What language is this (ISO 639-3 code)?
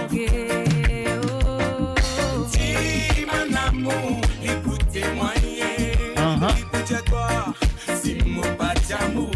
mfe